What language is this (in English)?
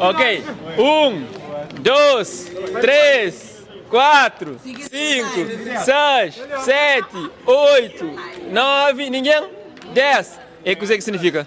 Kabuverdianu